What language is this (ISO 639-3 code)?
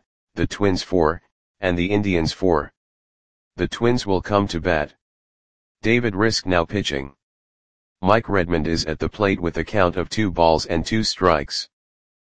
eng